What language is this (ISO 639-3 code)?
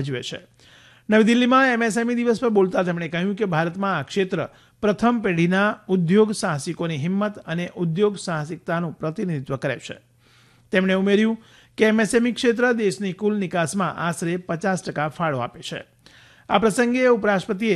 guj